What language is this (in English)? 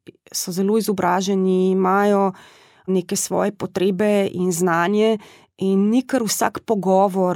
Slovenian